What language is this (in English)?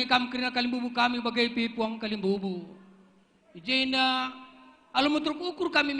Batak Karo